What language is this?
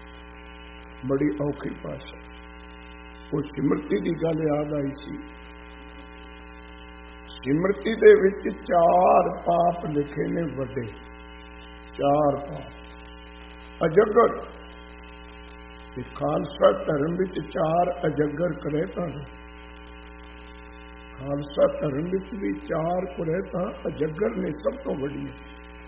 Punjabi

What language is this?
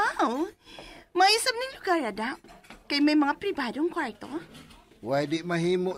Cebuano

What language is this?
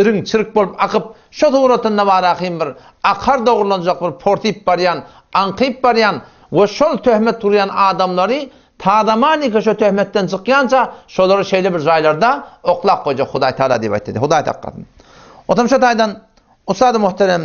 Turkmen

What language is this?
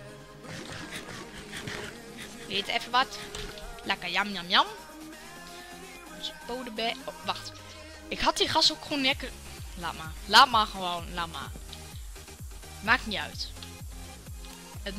Dutch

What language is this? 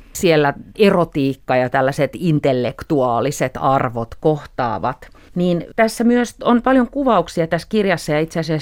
Finnish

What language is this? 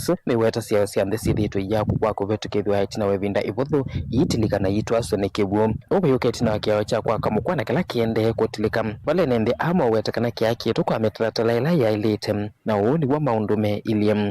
Kamba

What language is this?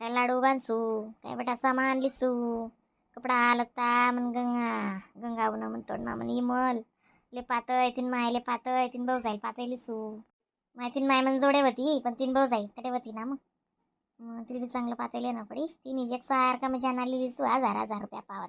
Khandesi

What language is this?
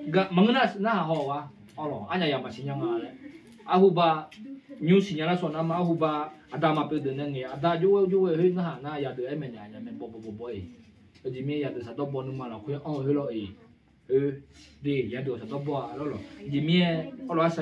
Akha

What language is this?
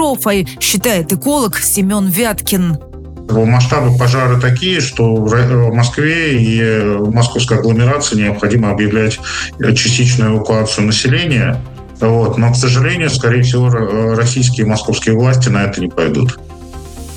Russian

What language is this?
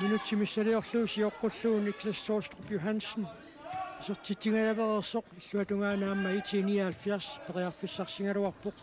Kalaallisut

